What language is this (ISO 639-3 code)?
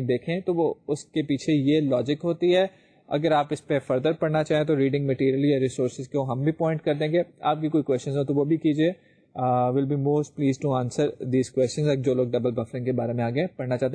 urd